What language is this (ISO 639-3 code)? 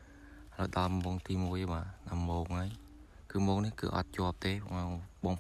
khm